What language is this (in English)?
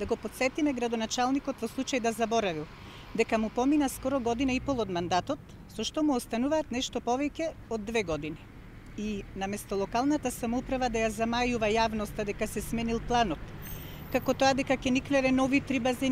Macedonian